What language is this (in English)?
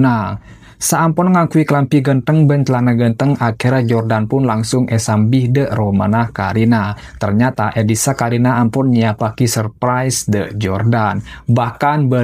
Madurese